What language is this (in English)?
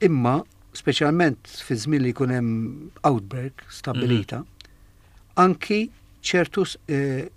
Maltese